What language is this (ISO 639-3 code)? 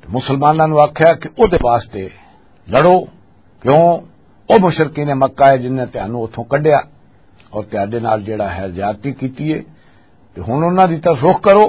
lah